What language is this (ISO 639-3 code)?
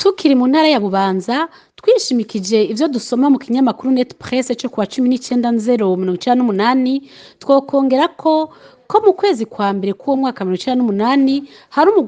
run